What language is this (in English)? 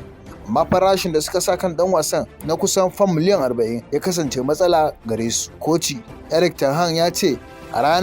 Hausa